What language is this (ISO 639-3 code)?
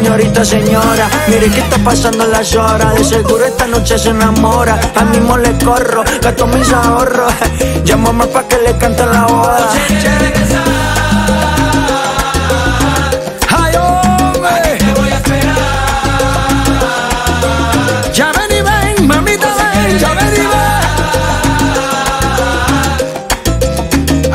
spa